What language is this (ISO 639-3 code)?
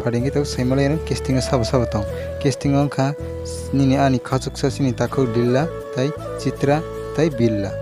trp